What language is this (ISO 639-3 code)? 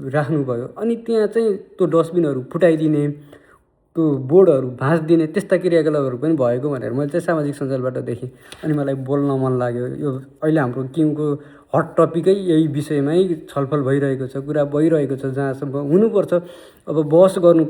nep